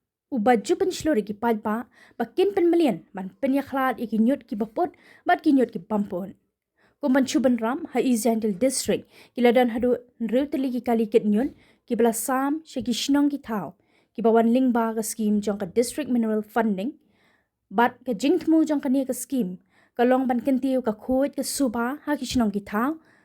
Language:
Khasi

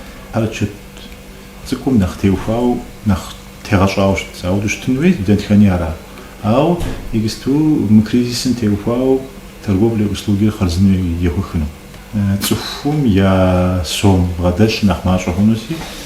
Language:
Kabardian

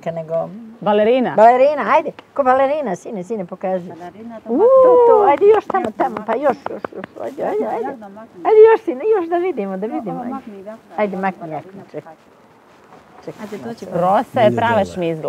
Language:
Serbian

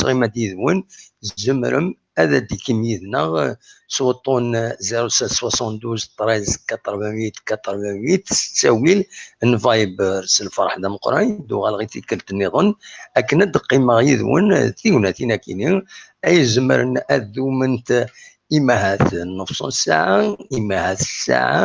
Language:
Kabyle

